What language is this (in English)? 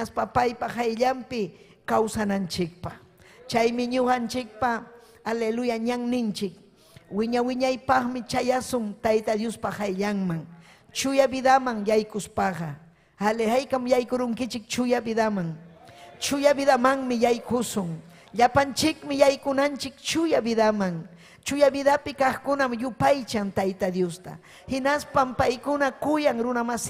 Ayacucho Quechua